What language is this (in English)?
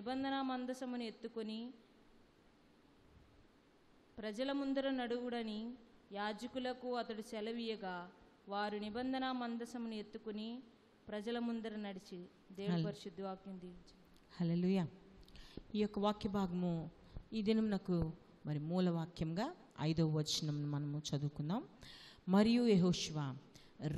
Telugu